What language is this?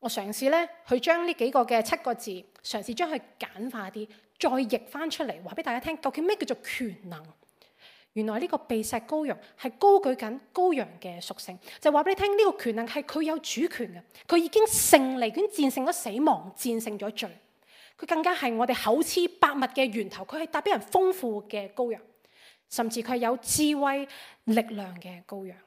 Cantonese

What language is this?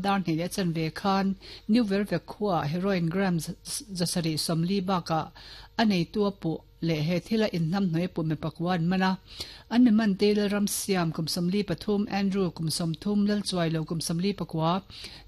Mizo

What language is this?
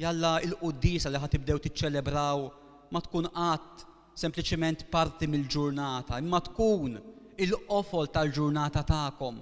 Maltese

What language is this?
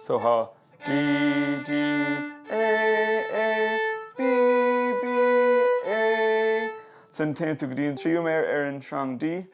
Irish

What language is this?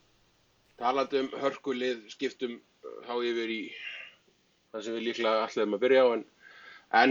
Icelandic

